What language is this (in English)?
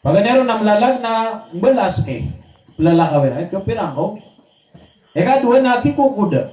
Maranao